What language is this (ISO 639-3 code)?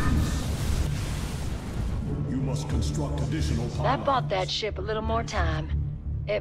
eng